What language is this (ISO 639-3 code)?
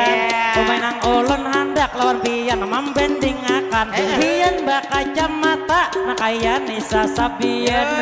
bjn